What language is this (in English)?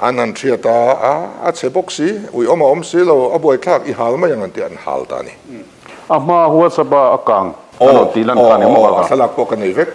Mizo